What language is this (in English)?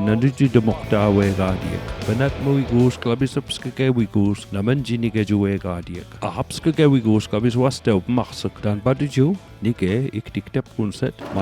Mi'kmaw